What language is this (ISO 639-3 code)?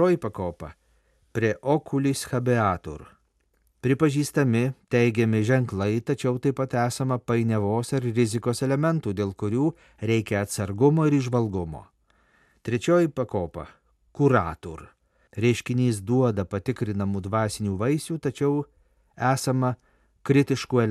lit